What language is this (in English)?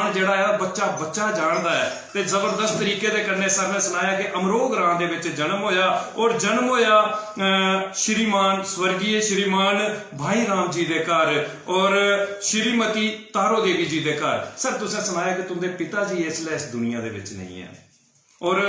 Dogri